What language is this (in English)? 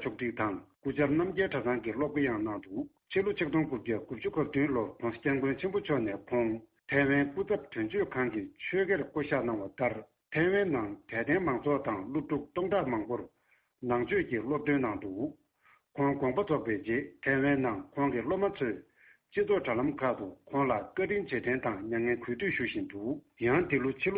Tibetan